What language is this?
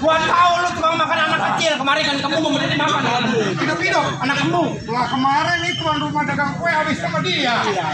Betawi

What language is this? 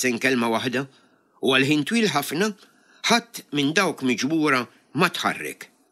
Maltese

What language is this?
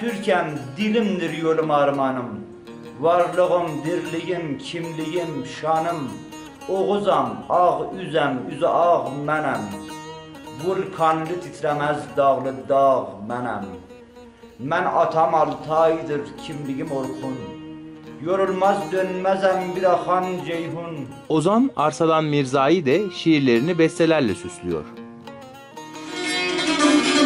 Turkish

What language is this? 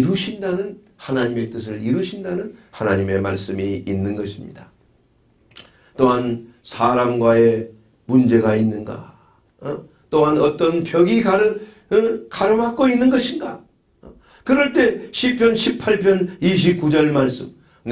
Korean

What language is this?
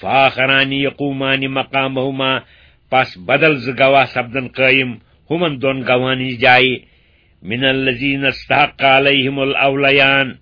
Kashmiri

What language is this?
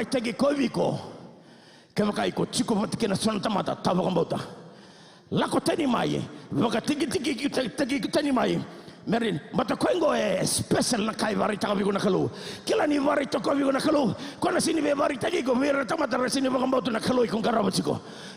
Fijian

